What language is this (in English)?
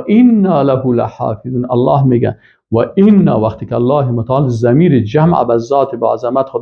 Persian